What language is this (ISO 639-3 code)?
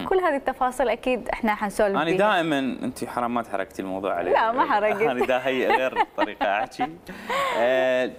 acm